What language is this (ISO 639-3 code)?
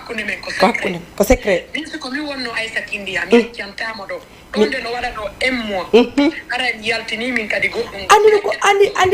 ful